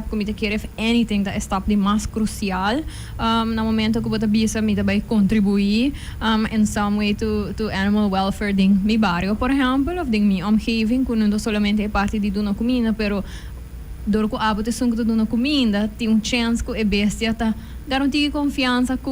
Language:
Papiamento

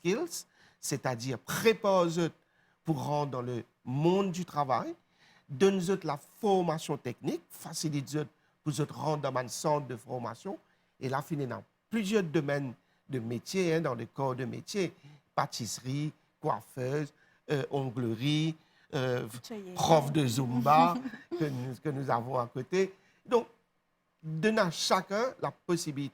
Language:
Morisyen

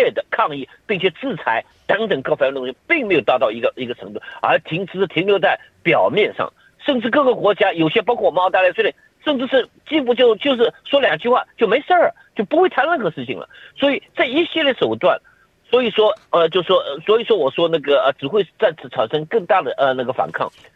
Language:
Chinese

